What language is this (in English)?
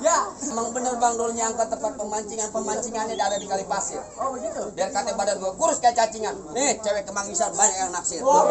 Betawi